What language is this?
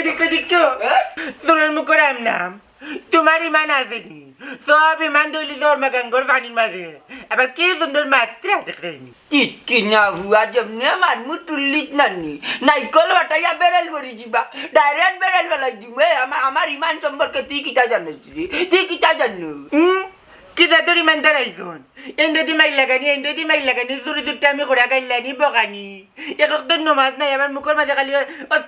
Sylheti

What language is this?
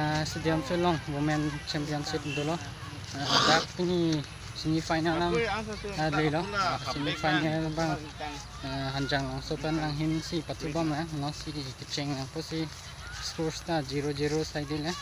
Karbi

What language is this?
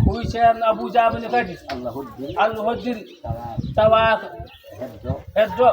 Fula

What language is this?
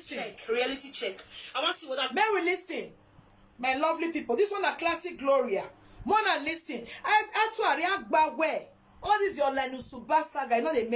Nigerian Pidgin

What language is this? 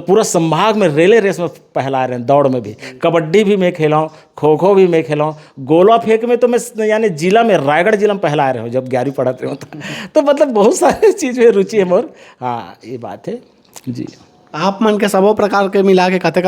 Chhattisgarhi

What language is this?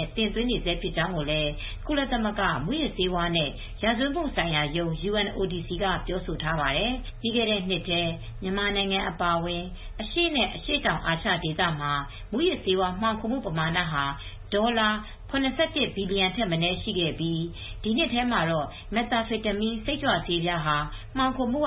Burmese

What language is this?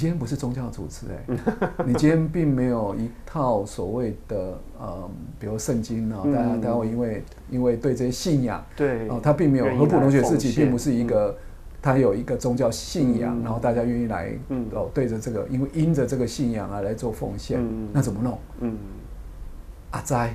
Chinese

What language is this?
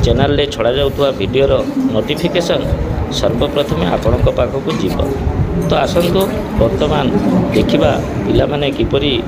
Odia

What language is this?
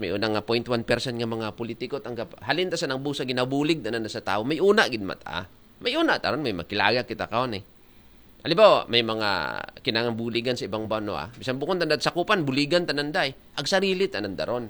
Aklanon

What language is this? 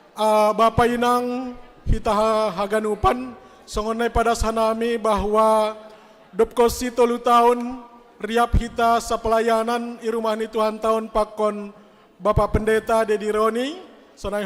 Batak Simalungun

